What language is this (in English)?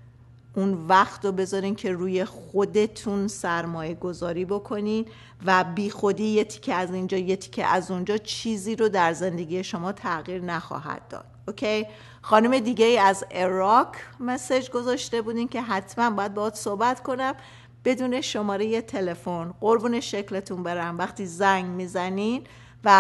Persian